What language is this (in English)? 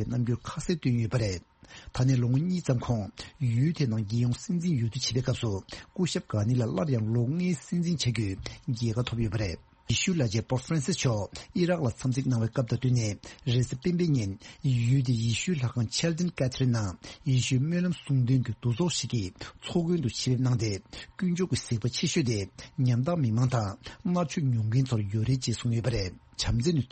Tibetan